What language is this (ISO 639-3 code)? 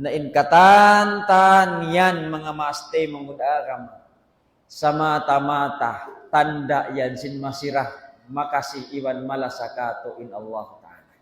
tsg